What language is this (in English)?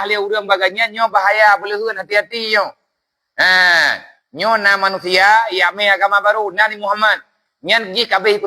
Achinese